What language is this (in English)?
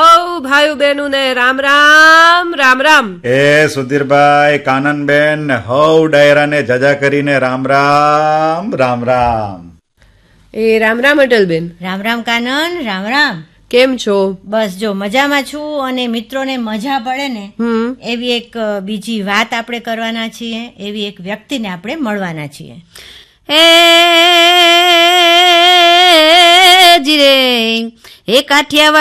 Gujarati